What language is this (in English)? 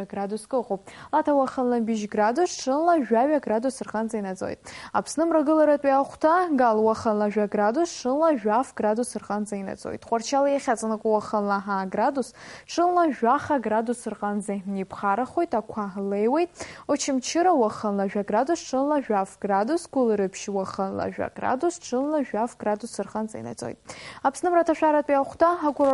Abkhazian